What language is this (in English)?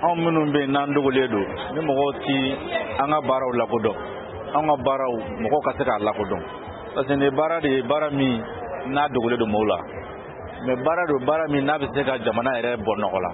Bambara